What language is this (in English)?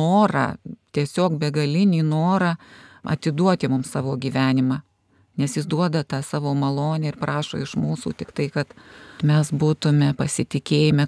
Lithuanian